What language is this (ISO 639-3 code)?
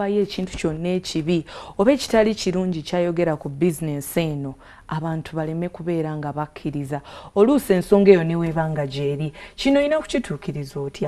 lug